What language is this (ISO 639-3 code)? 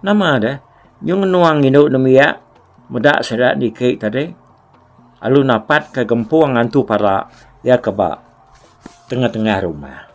iba